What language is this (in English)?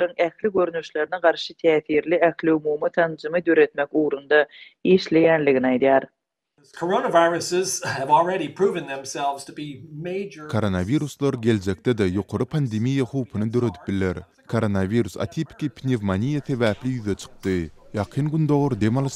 Turkmen